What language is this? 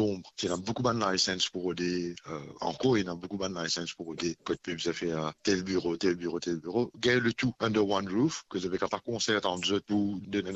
Morisyen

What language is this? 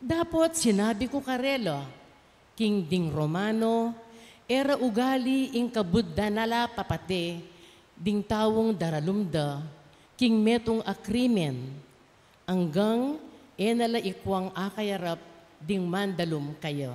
Pampanga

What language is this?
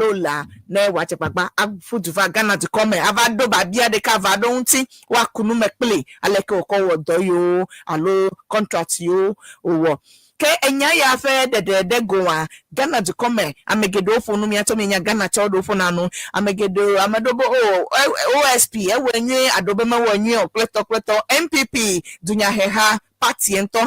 Ewe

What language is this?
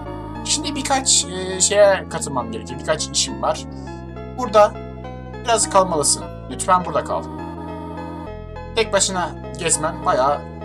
Turkish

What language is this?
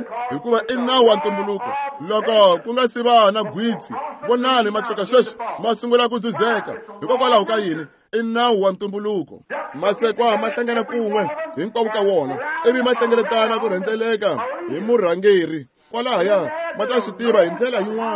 Tsonga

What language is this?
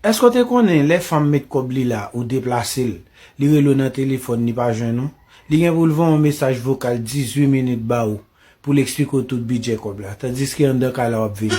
Haitian Creole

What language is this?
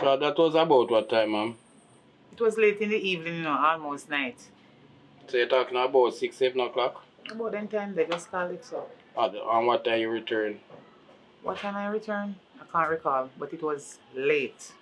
Jamaican Creole English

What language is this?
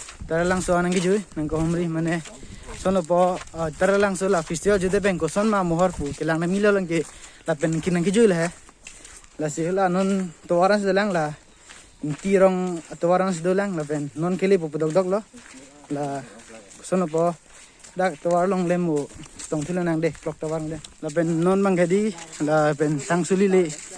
Karbi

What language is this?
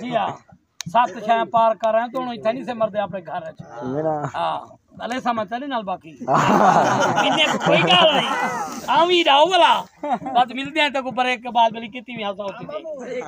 Saraiki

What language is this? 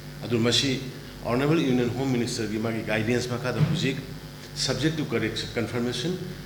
Manipuri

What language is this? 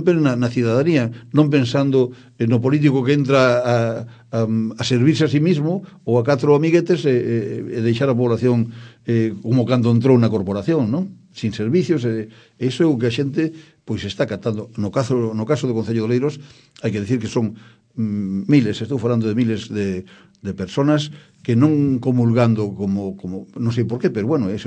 Galician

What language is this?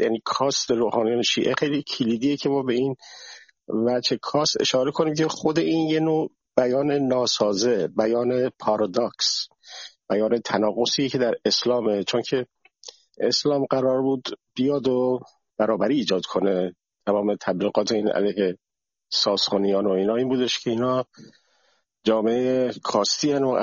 Persian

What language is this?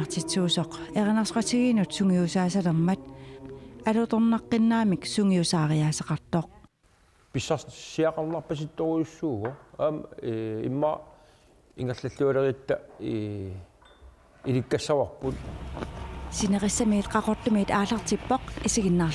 Kalaallisut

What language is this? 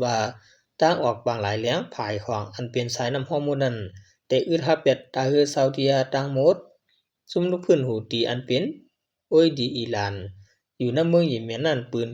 Shan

